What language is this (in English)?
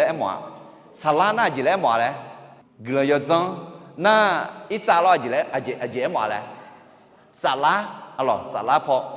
Akha